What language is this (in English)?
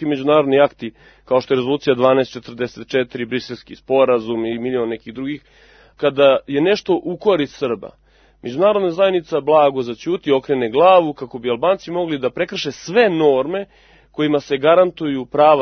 Serbian